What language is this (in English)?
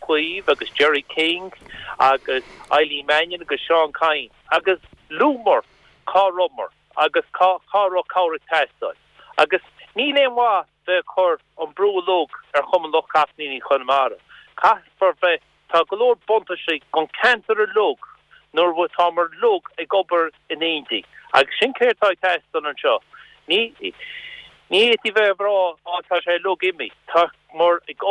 Irish